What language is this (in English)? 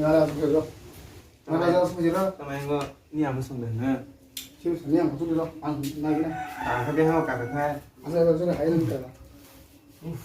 Kok Borok